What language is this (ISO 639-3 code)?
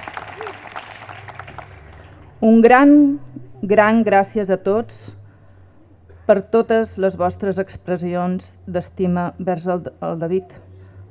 cat